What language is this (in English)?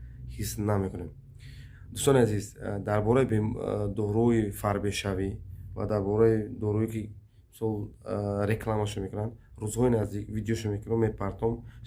Tajik